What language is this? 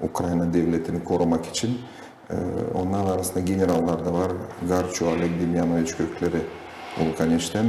Gagauz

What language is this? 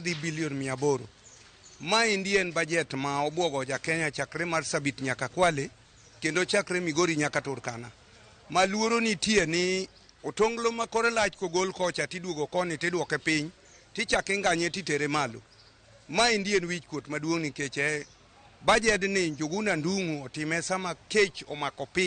Luo (Kenya and Tanzania)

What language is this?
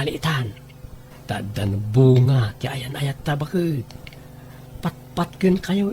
Iloko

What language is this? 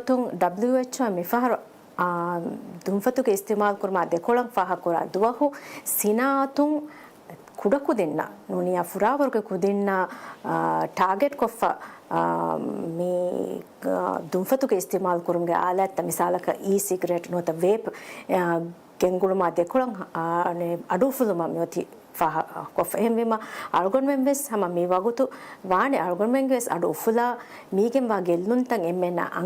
Divehi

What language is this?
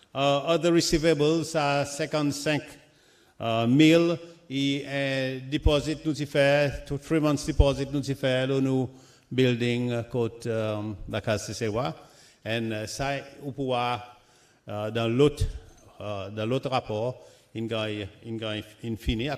Seselwa Creole French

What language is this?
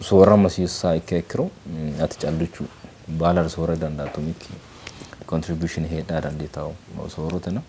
Sidamo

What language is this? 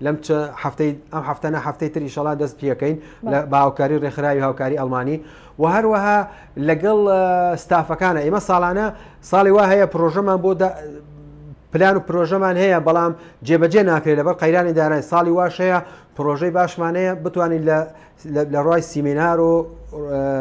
Central Kurdish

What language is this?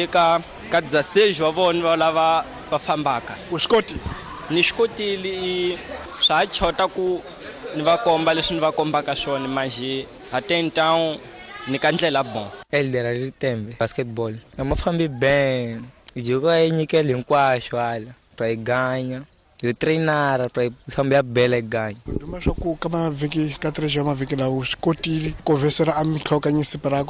Tsonga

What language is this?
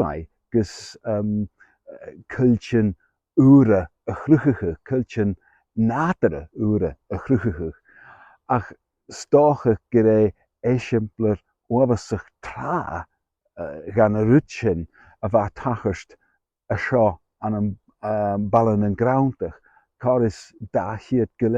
Scottish Gaelic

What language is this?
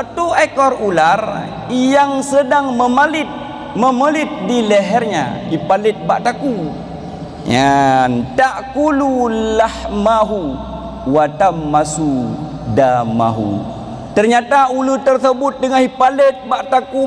Achinese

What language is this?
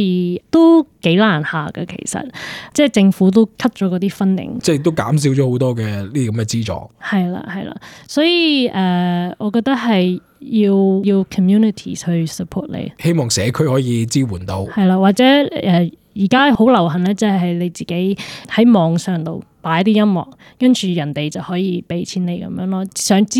Cantonese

